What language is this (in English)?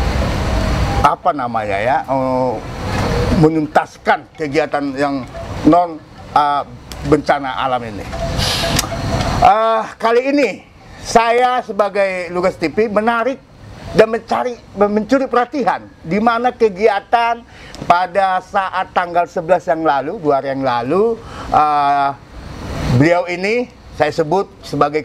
Indonesian